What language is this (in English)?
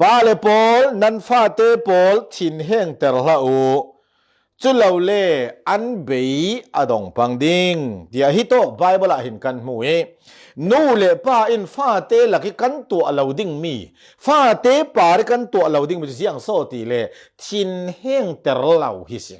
Falam Chin